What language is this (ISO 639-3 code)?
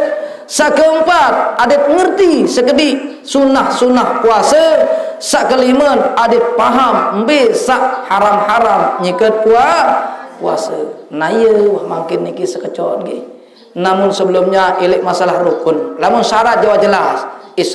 sas